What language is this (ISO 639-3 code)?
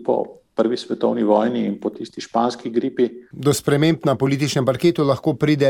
slv